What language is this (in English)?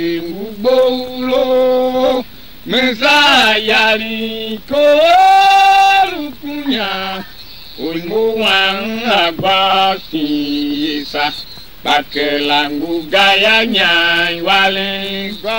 Tiv